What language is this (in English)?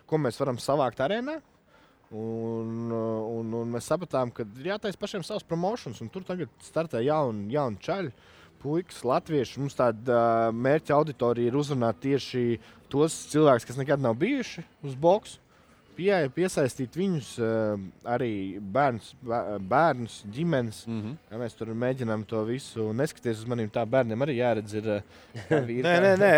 Latvian